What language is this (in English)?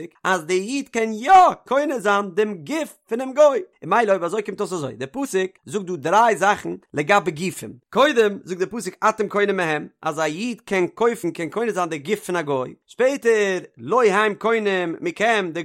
Yiddish